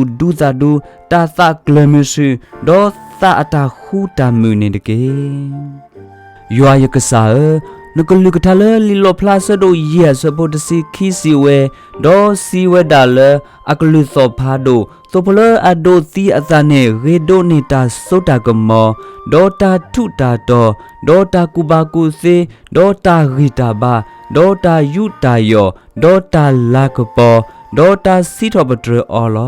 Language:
S'gaw Karen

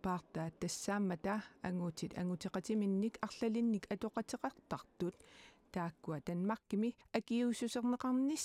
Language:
Kalaallisut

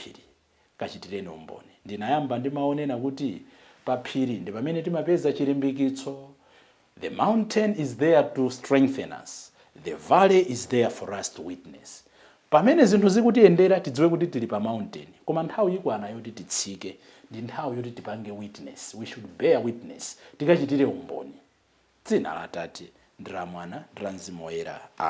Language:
Nyanja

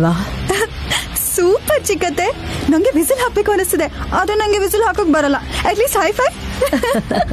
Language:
Kannada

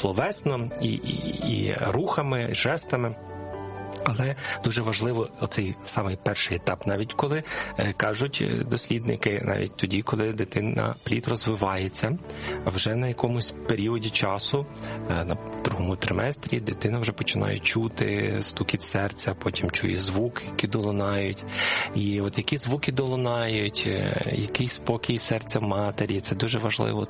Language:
Ukrainian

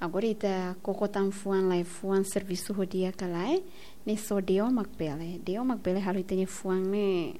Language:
Tetum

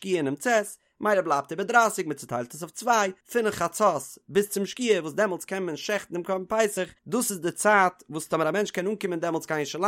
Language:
Yiddish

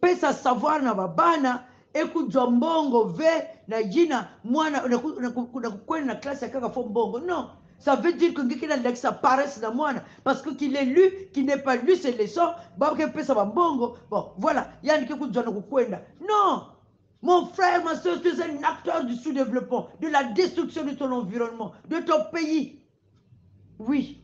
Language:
Kongo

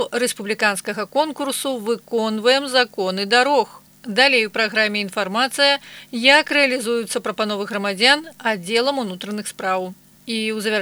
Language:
Belarusian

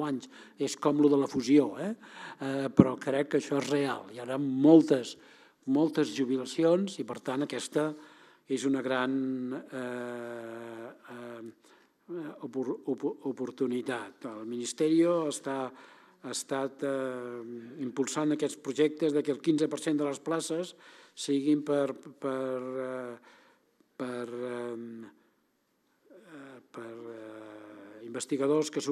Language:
Catalan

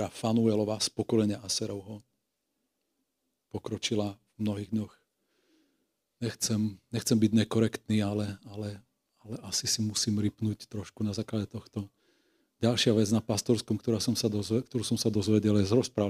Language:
Slovak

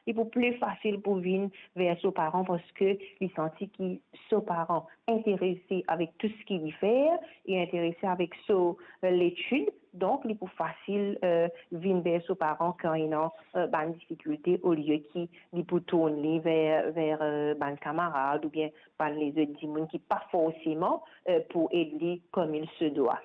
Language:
Morisyen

